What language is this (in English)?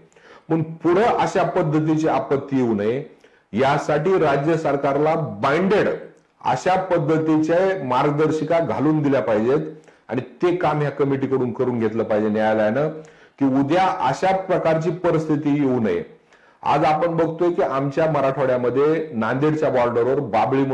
Marathi